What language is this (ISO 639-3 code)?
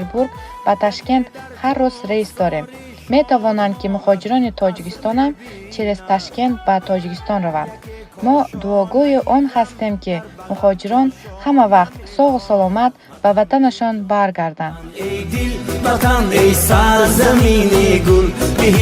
tgk